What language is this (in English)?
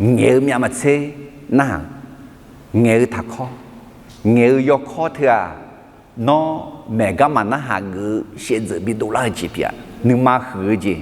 Akha